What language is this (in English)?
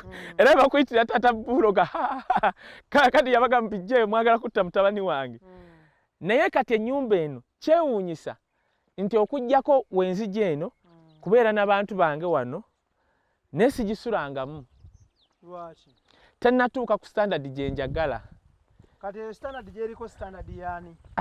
Ganda